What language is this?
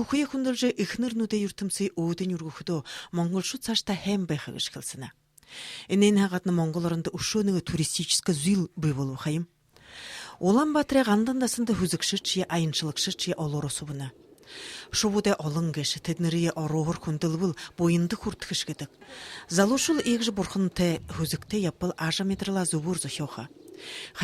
Buriat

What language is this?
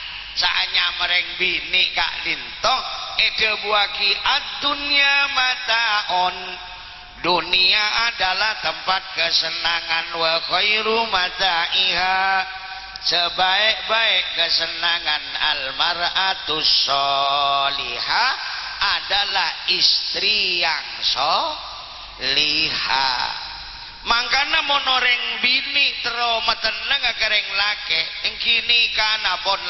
Madurese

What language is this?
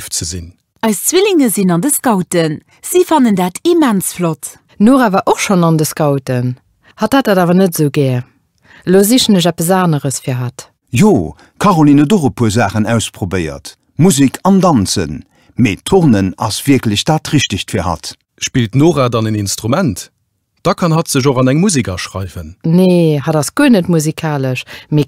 Luxembourgish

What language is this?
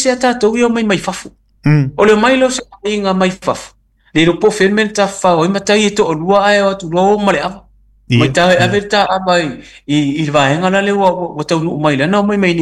Samoan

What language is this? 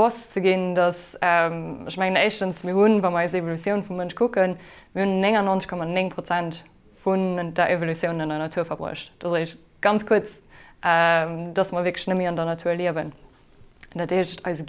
Luxembourgish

